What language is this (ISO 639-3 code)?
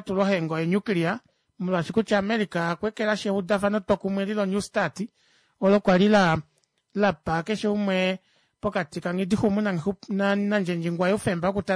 kua